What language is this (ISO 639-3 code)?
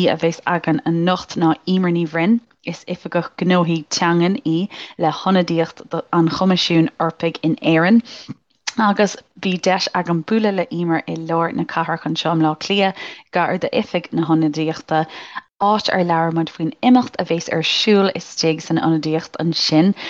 gle